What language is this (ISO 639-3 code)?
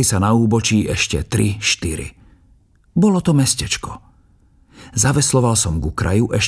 slk